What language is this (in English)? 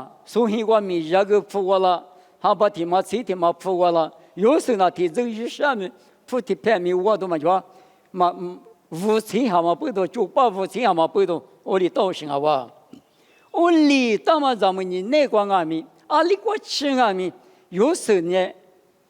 Lisu